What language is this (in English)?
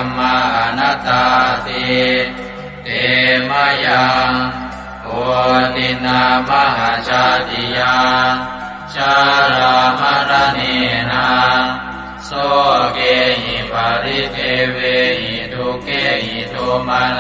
Pali